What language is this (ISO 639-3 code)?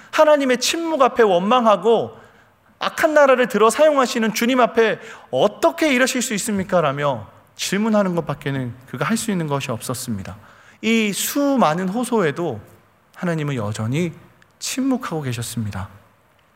kor